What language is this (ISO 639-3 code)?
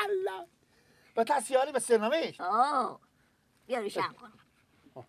fas